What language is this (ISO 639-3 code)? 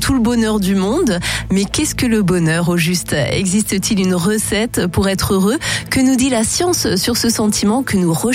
fra